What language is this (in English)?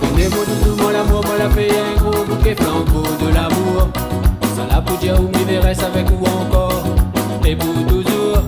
Réunion Creole French